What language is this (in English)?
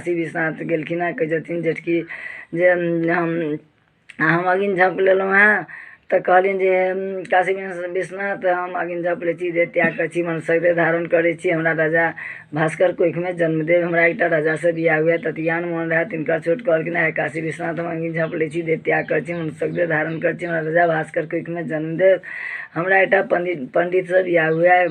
Maithili